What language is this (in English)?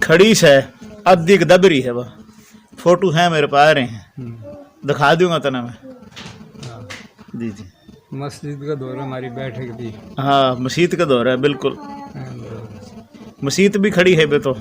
Haryanvi